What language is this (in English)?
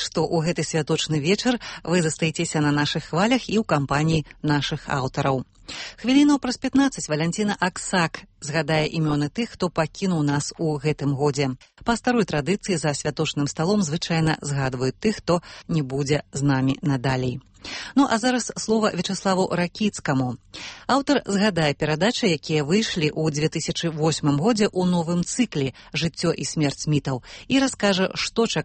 Belarusian